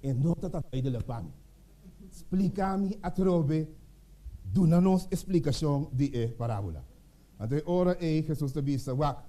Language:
Papiamento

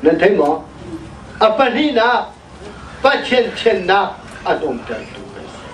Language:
Hakha Chin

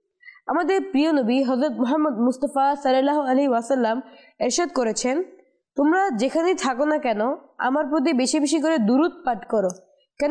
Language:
Bangla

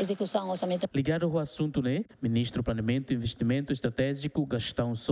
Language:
Tetum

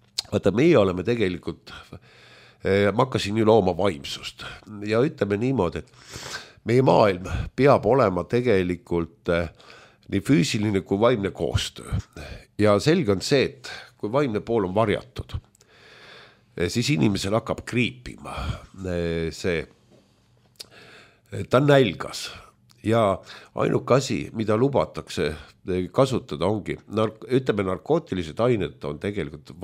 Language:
Estonian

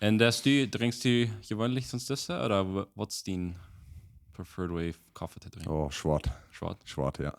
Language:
Plautdietsch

